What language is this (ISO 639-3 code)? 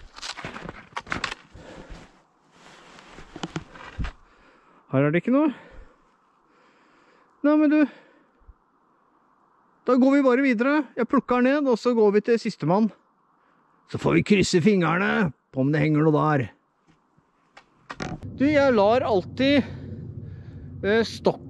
nor